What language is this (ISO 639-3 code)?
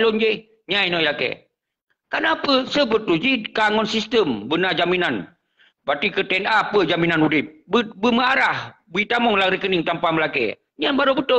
ace